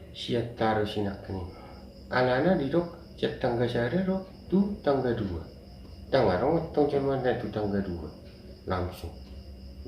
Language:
Batak Toba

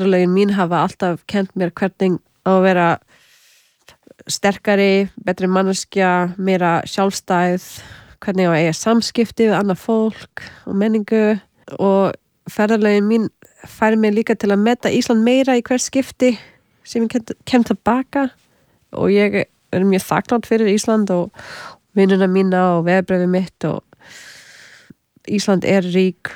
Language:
Icelandic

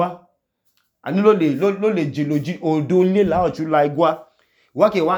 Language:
Idoma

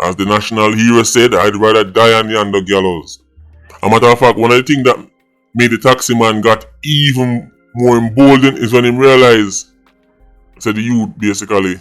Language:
Jamaican Creole English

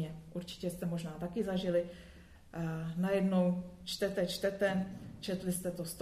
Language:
Czech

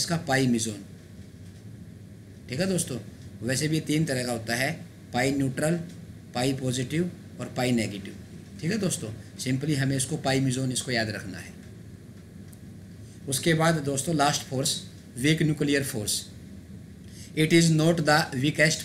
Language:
Hindi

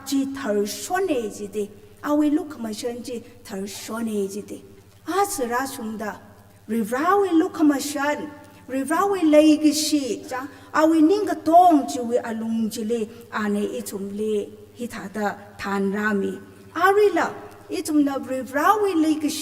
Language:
Tangkhul Naga (India)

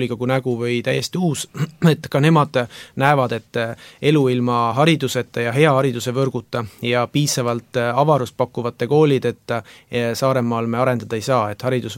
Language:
Estonian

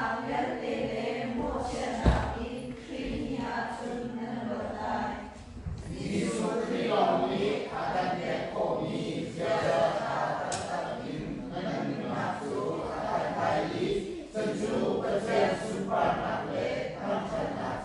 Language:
Hakha Chin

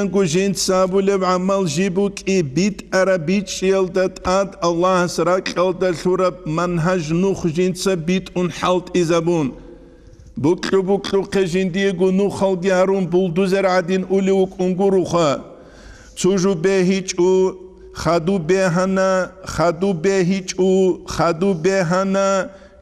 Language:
Avaric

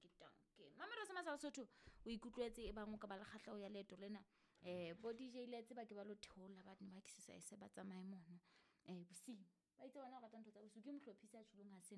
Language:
Southern Sotho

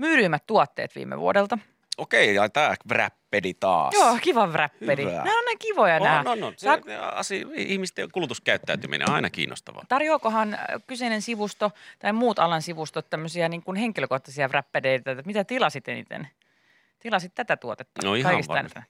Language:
Finnish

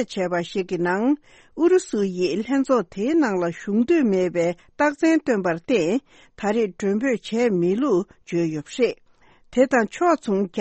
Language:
Tibetan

